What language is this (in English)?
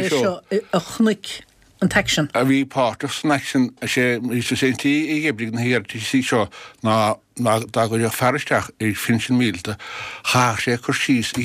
Irish